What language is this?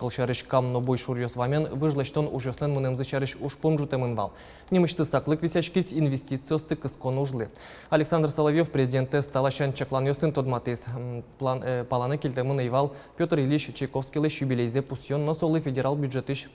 Udmurt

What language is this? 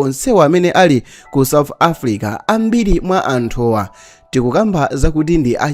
Nyanja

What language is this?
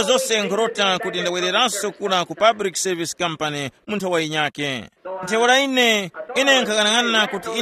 Tumbuka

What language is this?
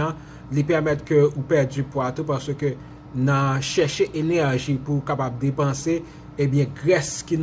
Haitian Creole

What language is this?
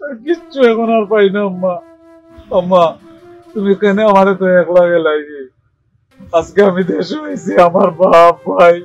Sylheti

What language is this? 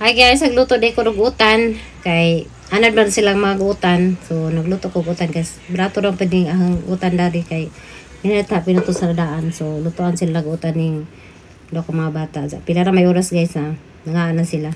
Cebuano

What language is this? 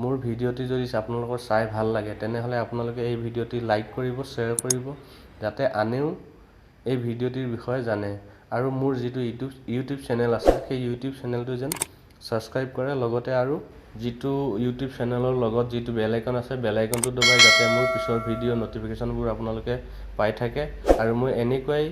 Assamese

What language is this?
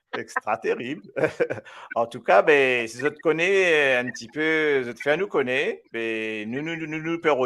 Morisyen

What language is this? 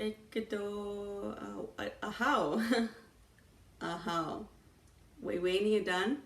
Chippewa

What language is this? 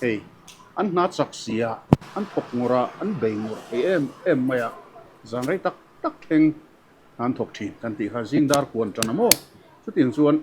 Mizo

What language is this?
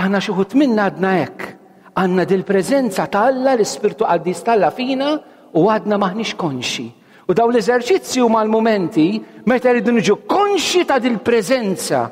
Maltese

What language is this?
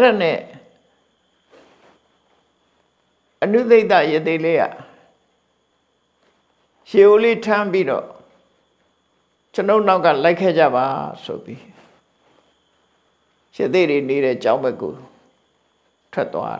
Burmese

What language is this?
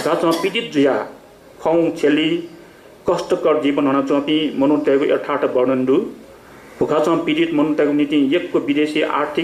Newari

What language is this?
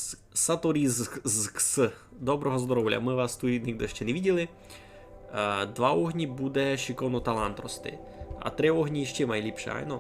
Rusyn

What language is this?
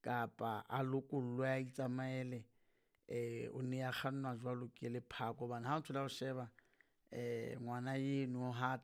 Southern Sotho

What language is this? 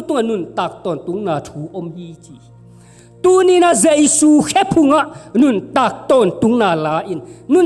Tedim Chin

